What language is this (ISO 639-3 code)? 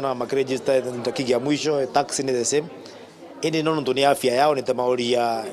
mer